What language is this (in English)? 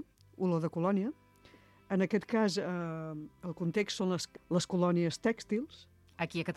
Catalan